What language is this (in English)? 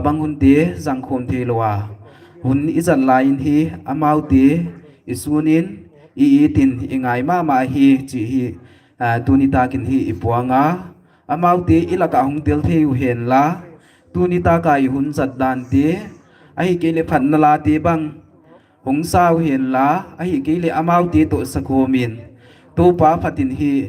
Paite Chin